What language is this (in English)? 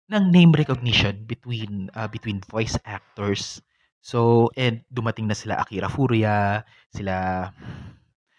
Filipino